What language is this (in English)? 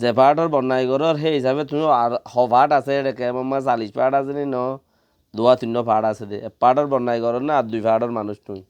Rohingya